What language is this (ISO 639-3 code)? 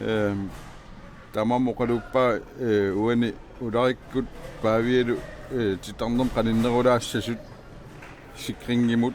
kal